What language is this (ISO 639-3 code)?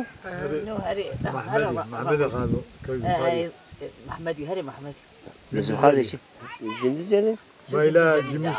zza